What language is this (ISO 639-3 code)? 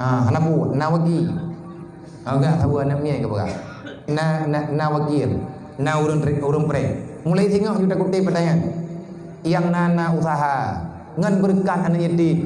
ace